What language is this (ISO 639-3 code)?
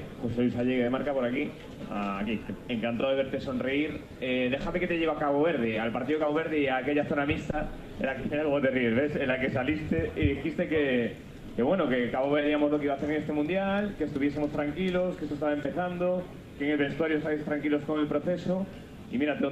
spa